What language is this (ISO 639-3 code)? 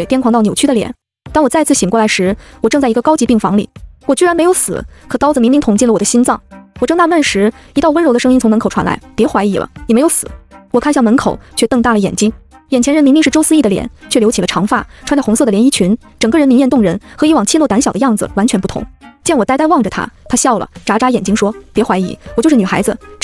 zho